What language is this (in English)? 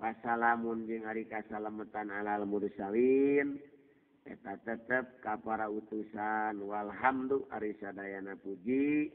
Sundanese